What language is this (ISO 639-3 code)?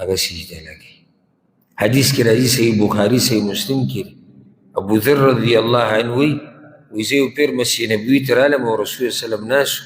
pus